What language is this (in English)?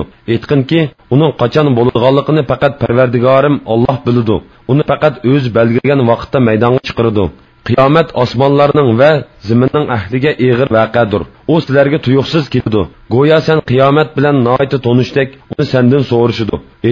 Uyghur